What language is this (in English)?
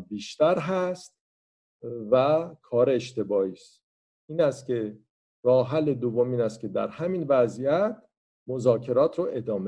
Persian